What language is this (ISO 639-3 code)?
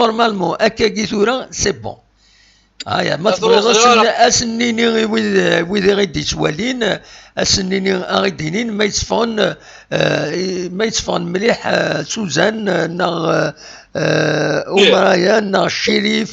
kab